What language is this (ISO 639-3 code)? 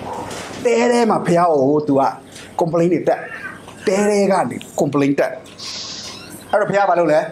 mya